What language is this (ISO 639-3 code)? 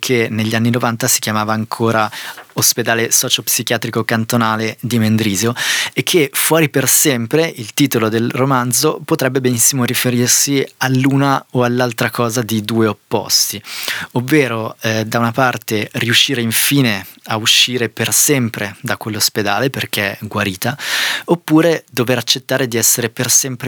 ita